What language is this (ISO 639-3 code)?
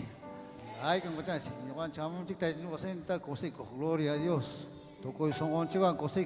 quy